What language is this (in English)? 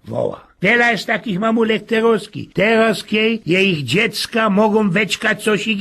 Silesian